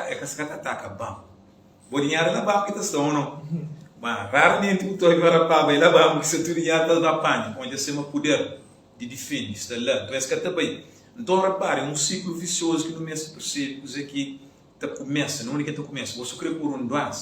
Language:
Kabuverdianu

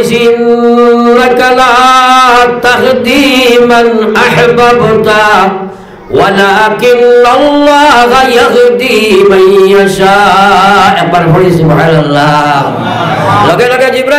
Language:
Sylheti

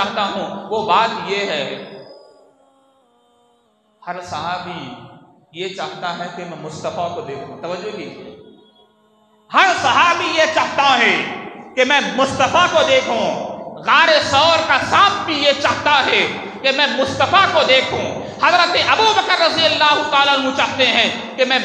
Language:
Urdu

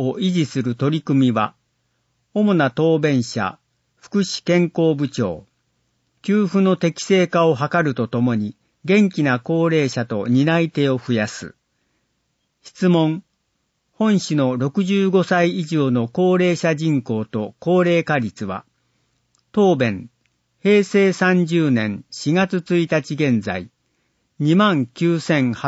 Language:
Japanese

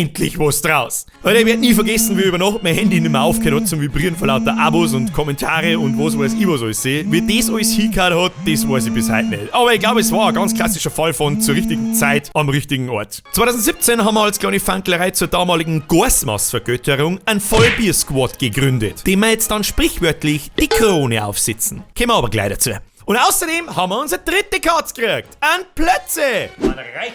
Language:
Bavarian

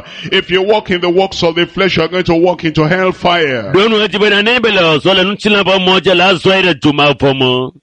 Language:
Ewe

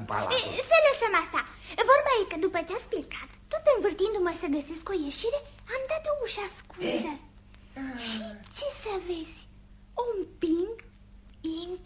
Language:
Romanian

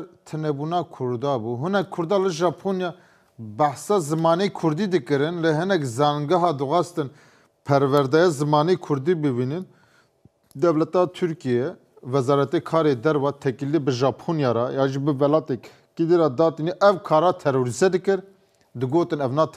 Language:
Kurdish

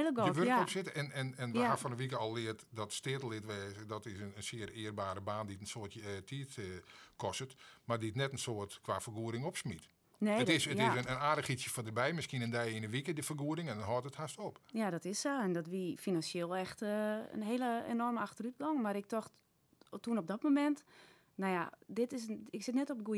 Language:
Western Frisian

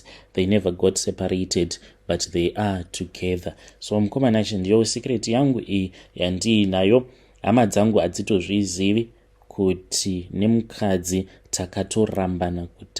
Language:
Shona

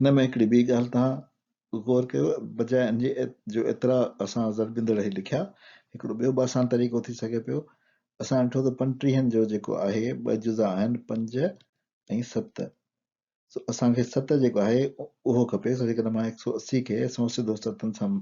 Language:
Sindhi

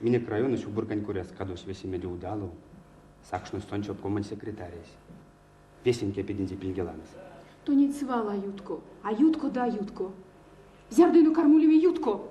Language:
Erzya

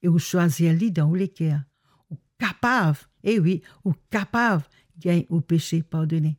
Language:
Morisyen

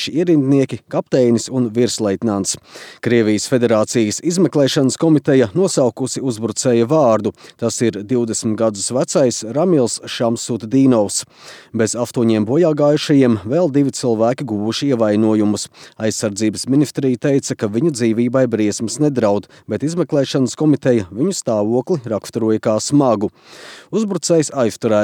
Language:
Latvian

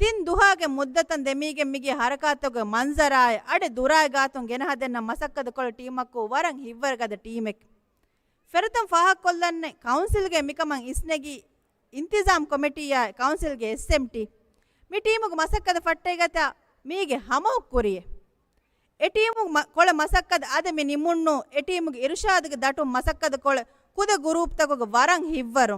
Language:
Divehi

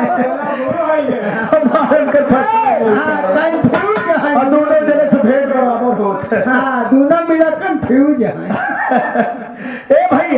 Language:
Bhojpuri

